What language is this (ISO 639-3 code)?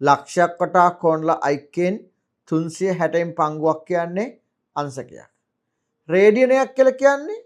sin